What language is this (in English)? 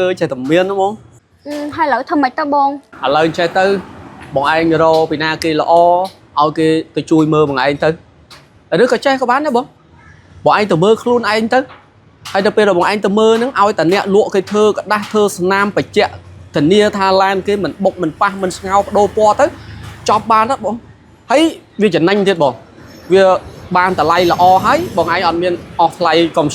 Khmer